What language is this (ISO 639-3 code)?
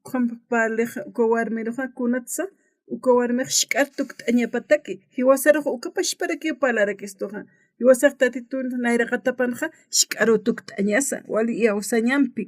aym